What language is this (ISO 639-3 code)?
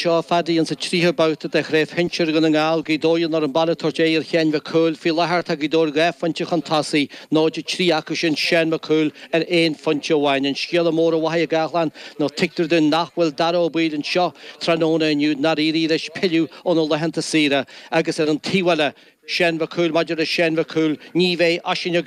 gle